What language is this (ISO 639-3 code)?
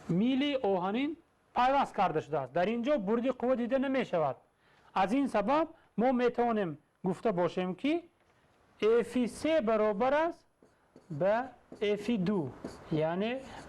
tgk